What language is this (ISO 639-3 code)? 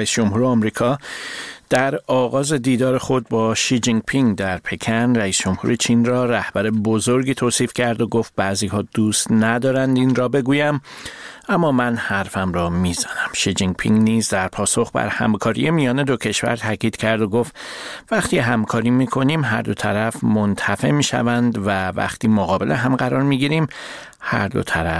fas